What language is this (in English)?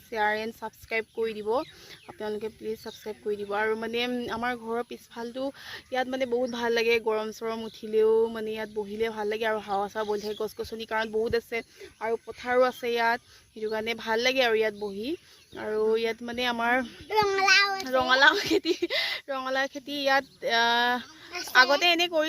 Assamese